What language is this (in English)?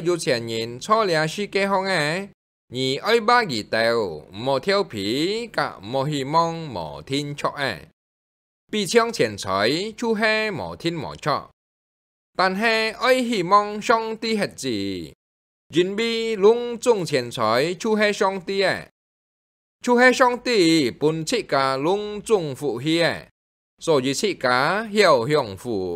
Hakka Chinese